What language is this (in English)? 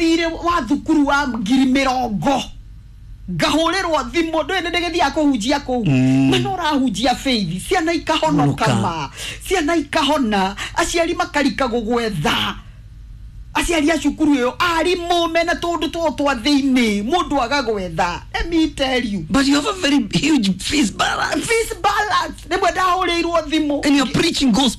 Kikuyu